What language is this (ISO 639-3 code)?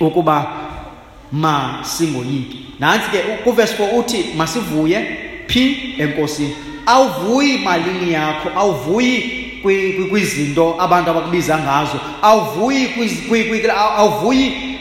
xho